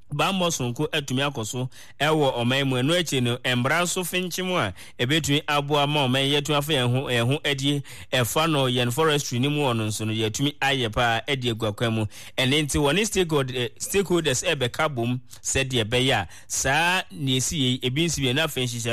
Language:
Akan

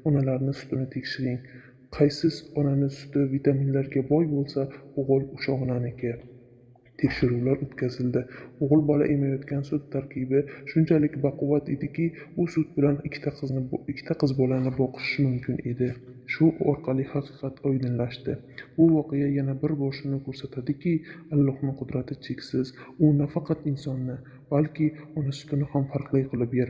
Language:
Uzbek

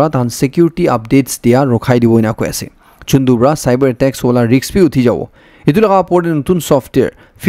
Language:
Naga Pidgin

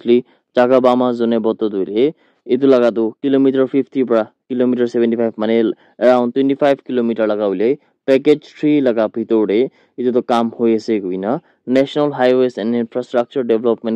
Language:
Naga Pidgin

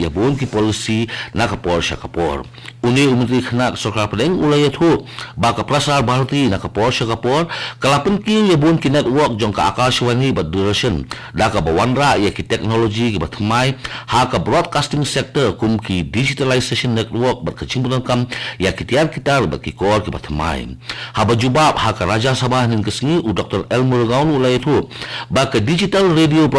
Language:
Khasi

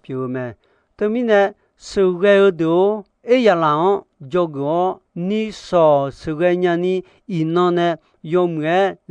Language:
Akha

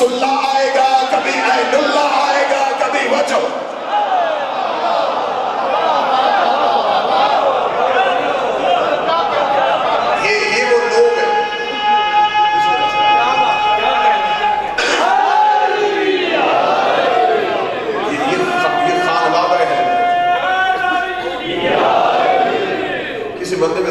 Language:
Urdu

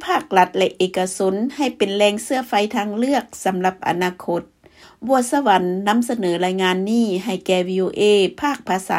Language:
Lao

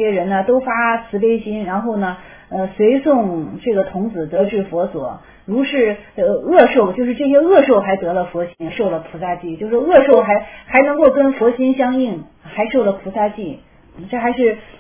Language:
Chinese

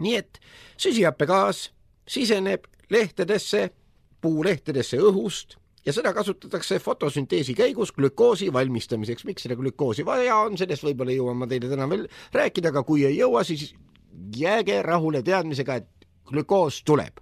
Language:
Estonian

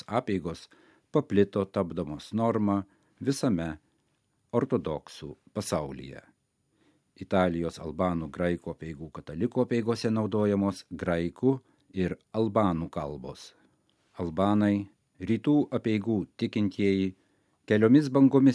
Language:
Lithuanian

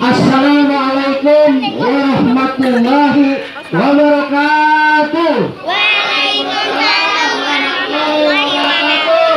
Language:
Betawi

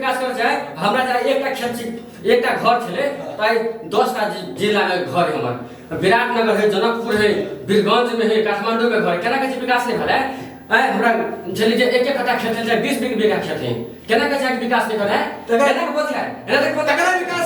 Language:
Maithili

